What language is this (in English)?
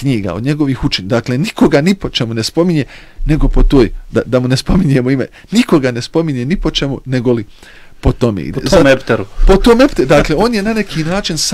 Bosnian